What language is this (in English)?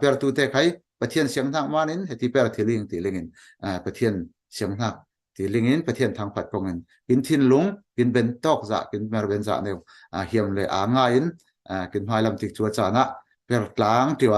Falam Chin